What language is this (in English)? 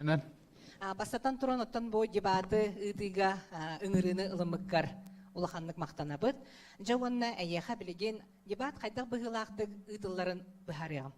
Yakut